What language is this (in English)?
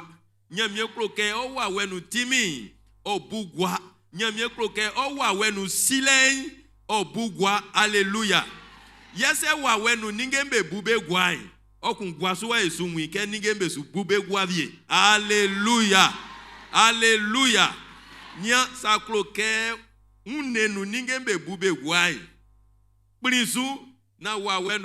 Baoulé